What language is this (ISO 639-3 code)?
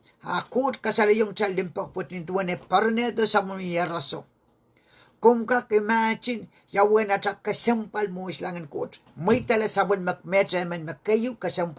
pon